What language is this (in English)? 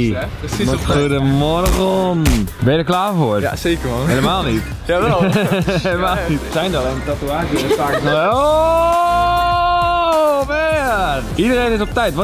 Dutch